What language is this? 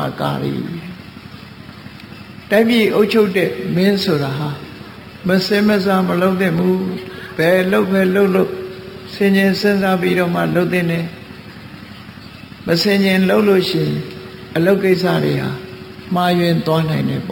Burmese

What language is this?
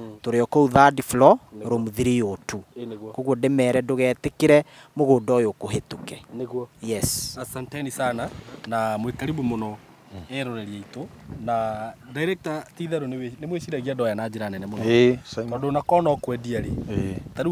Kikuyu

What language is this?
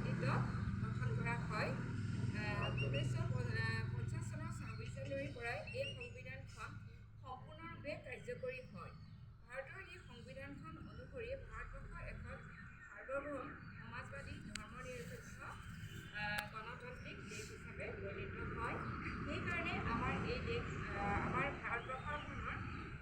Assamese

